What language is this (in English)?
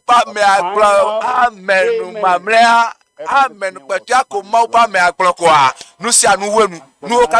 Ewe